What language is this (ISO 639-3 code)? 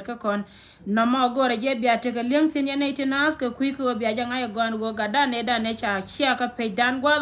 nus